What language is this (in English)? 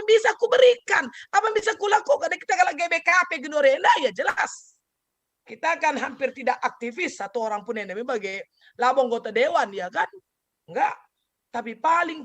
Batak Karo